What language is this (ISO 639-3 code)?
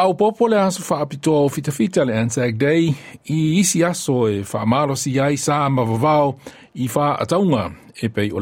smo